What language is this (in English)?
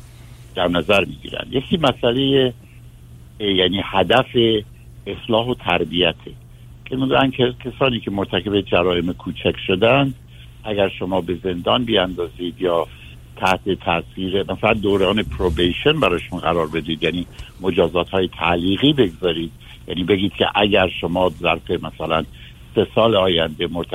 Persian